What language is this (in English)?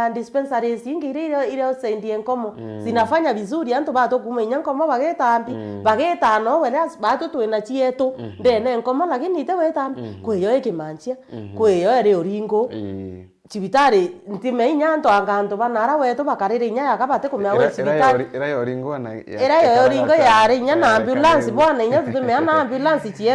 Meru